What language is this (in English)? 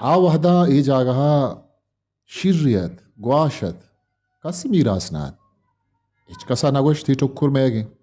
Eastern Balochi